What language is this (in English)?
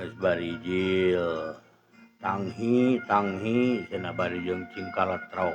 Sundanese